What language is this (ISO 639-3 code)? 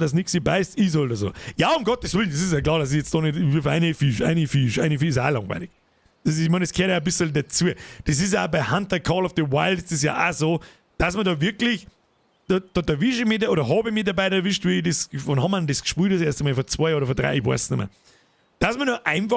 bar